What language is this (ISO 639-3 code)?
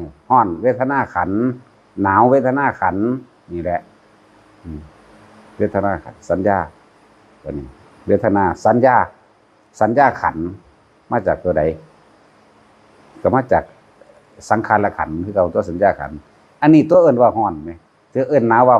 tts